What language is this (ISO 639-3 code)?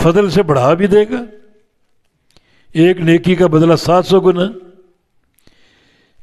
urd